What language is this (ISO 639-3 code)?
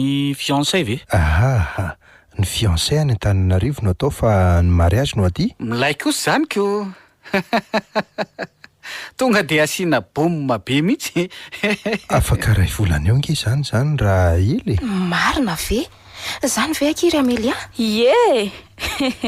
mlg